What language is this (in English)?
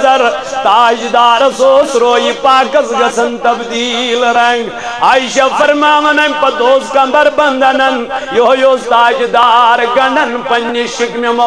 Kashmiri